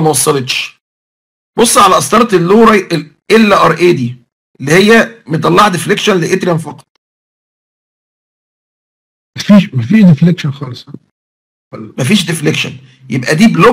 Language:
Egyptian Arabic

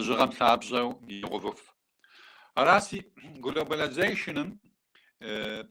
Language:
Kabardian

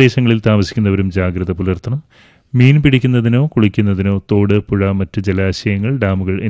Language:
Malayalam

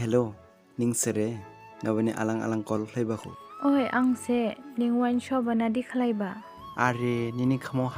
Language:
Dimasa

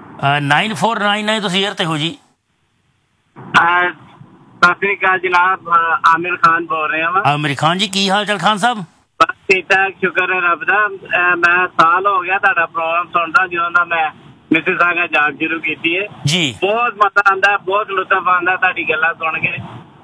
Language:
Punjabi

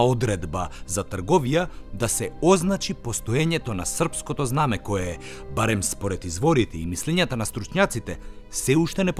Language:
Macedonian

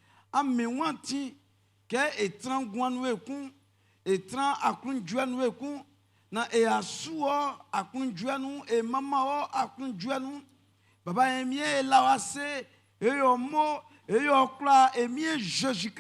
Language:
Baoulé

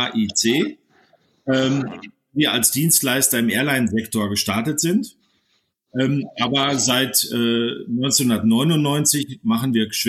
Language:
German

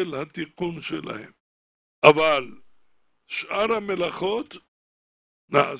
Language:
Hebrew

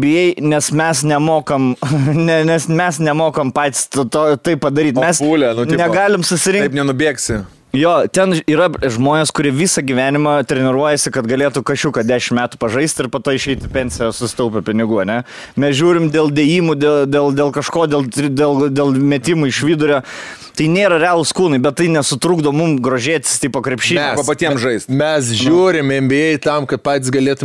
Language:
Lithuanian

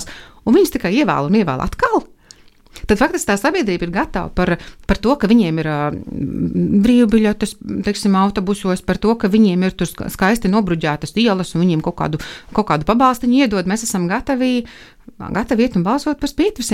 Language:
Latvian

